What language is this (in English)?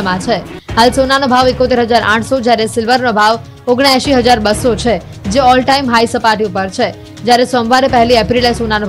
Gujarati